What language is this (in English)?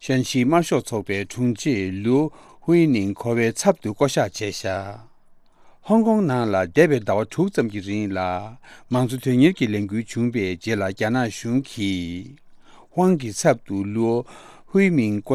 Tibetan